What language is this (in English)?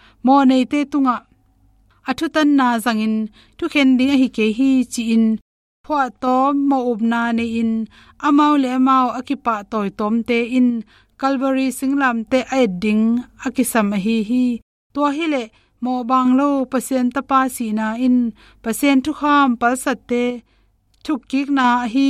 Tedim Chin